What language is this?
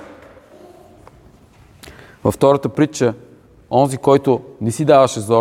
Bulgarian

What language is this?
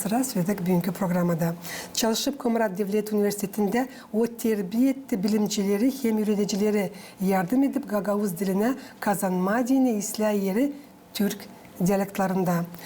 Gagauz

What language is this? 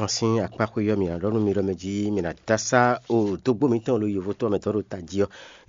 Fon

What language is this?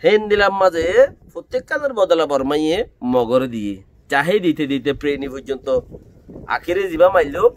Rohingya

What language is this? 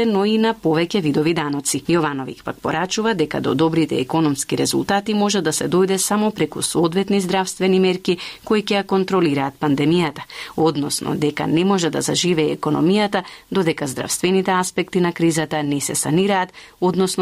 Macedonian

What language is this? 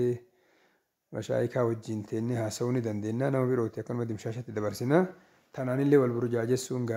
Oromo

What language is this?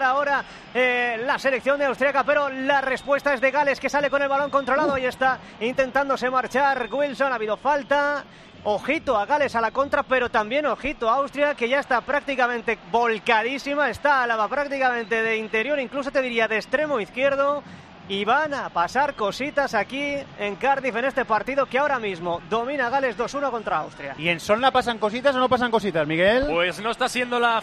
Spanish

